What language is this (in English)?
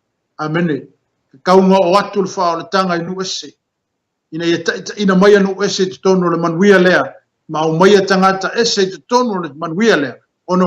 Samoan